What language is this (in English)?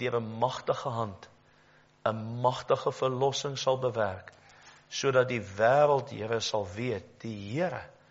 Afrikaans